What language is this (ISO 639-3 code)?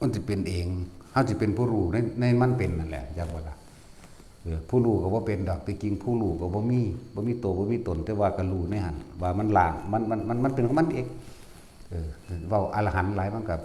tts